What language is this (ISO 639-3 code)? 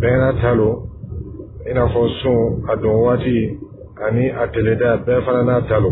dyu